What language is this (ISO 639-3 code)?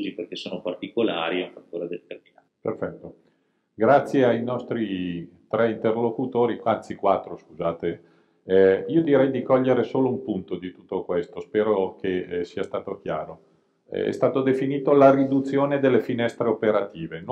ita